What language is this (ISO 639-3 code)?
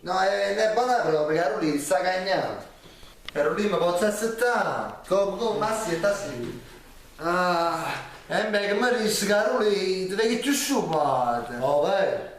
nap